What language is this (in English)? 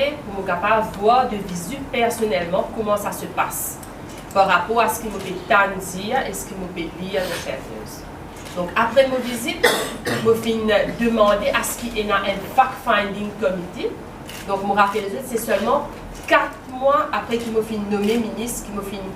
Morisyen